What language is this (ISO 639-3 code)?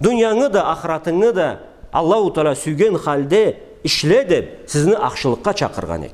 krc